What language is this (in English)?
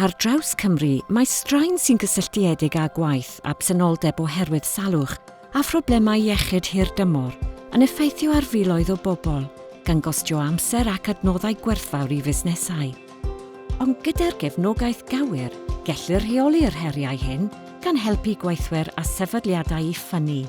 Welsh